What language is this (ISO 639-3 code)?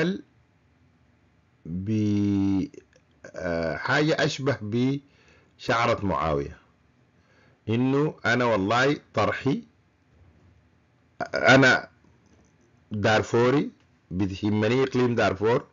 apd